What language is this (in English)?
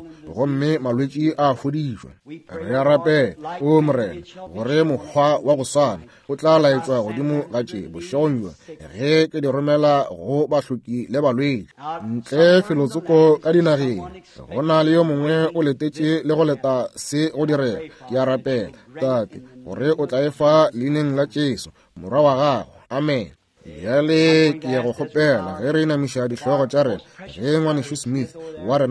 Northern Sotho